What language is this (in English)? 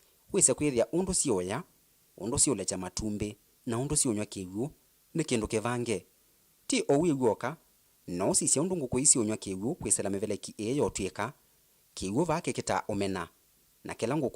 Kamba